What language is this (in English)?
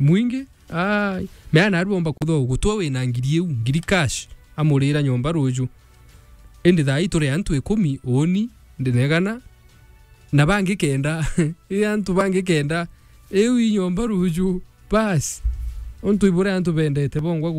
Meru